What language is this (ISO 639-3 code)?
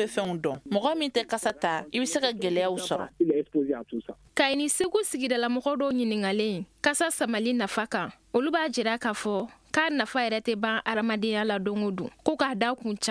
bam